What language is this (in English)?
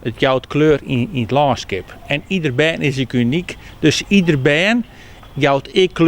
Western Frisian